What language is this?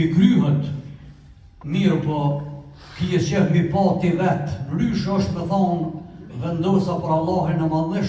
Albanian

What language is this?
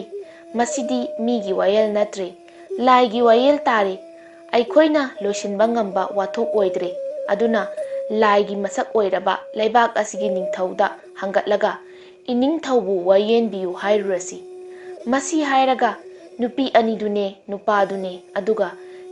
Manipuri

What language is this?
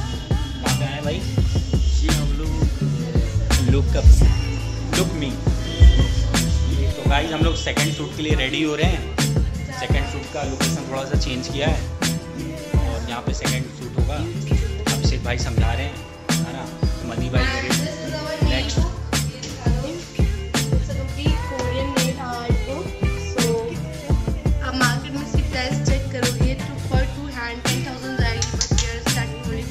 Hindi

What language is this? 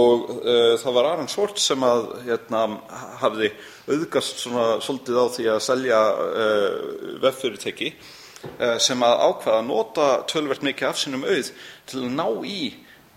Icelandic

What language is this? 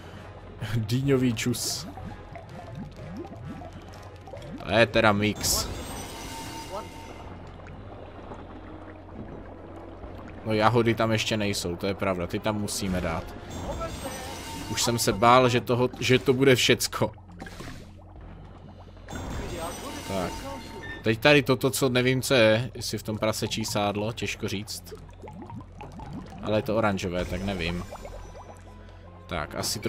Czech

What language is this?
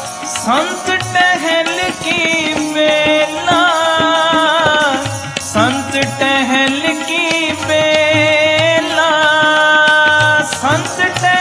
Punjabi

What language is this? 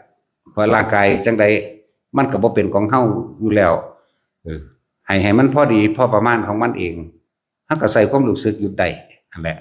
Northeastern Thai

